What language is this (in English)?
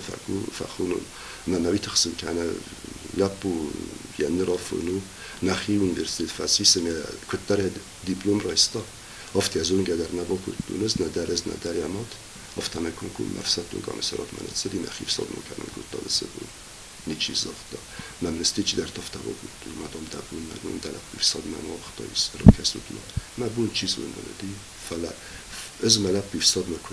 Ossetic